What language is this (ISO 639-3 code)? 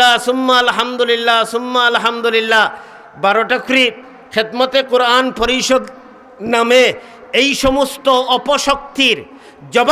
syl